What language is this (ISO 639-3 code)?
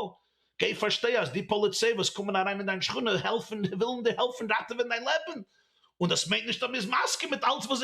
yid